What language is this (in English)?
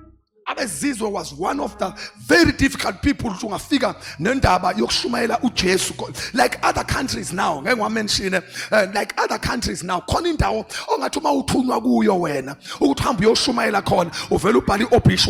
Zulu